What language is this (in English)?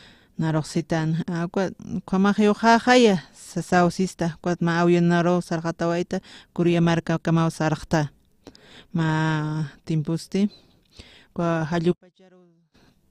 Aymara